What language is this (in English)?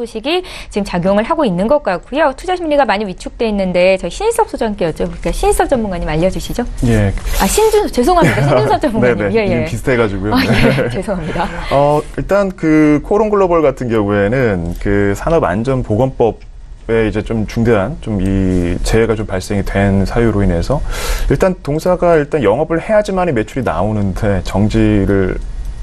Korean